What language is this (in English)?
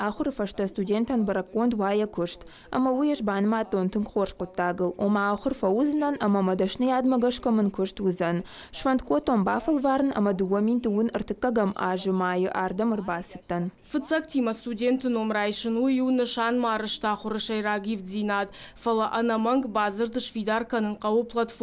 Ossetic